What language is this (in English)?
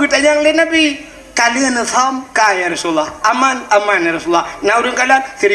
Achinese